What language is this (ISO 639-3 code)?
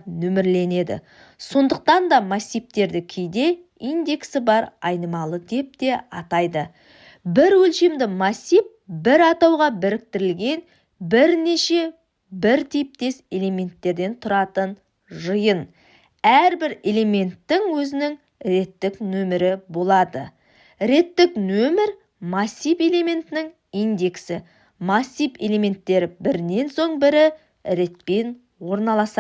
kaz